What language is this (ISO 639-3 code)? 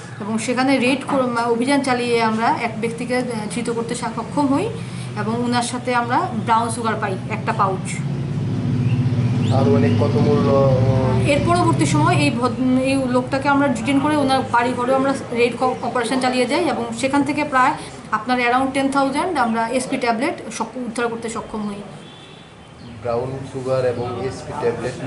ben